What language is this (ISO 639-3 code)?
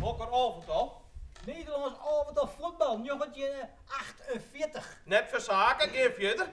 fry